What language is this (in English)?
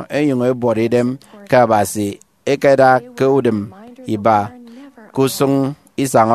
Efik